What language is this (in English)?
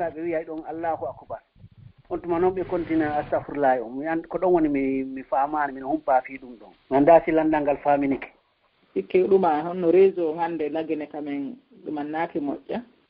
Fula